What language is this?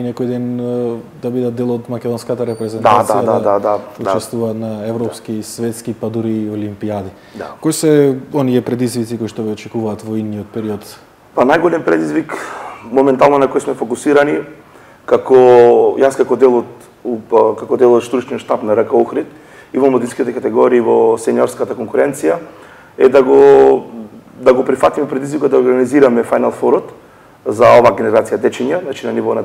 Macedonian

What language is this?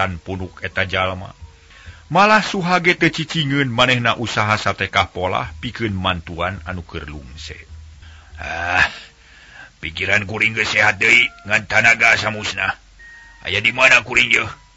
Sundanese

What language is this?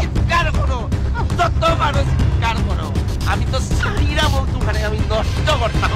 Sylheti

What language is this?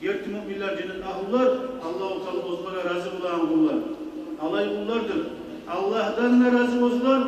Kumyk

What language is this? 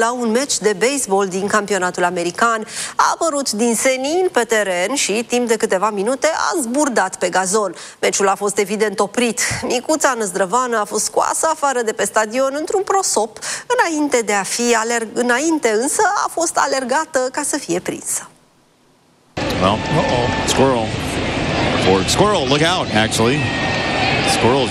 Romanian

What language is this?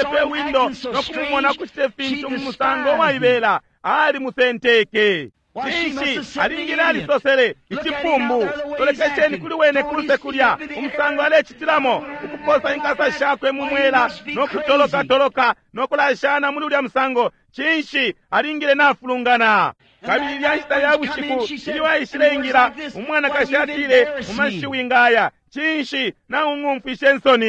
Bemba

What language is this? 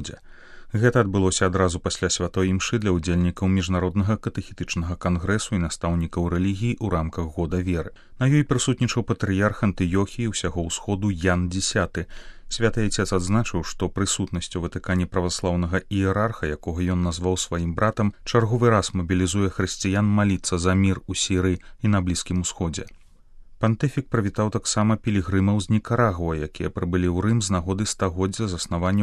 Belarusian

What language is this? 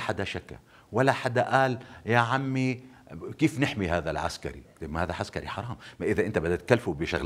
North Levantine Arabic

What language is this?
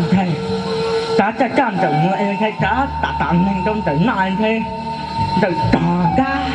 Hmong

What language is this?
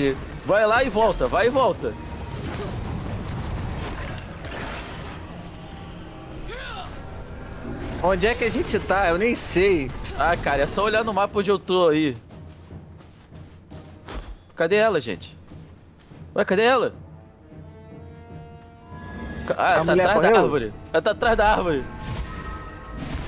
Portuguese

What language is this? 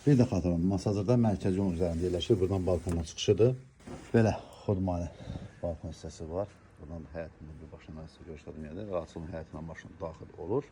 Azerbaijani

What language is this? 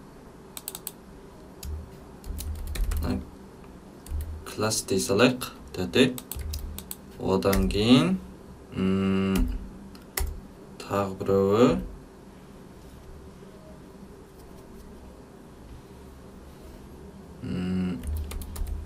Kazakh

